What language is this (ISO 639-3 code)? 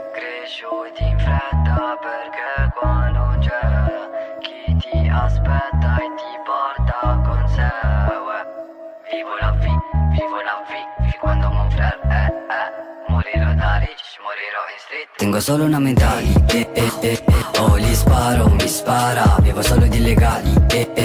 ita